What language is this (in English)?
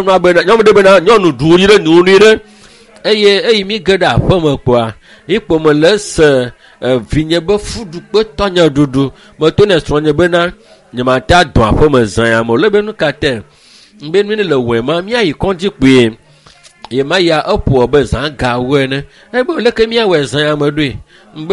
Ewe